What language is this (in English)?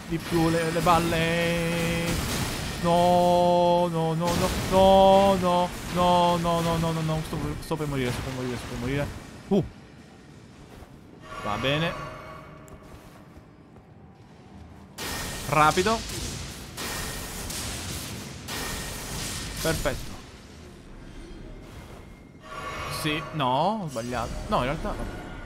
Italian